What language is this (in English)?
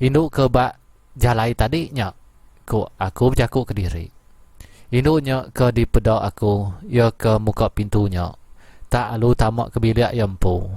Iban